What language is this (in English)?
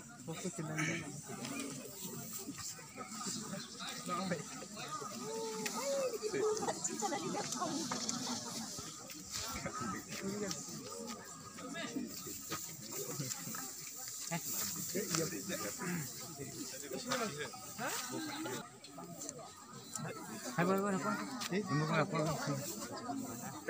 Malay